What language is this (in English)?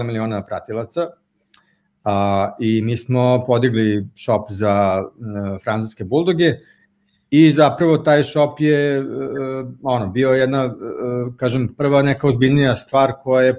Serbian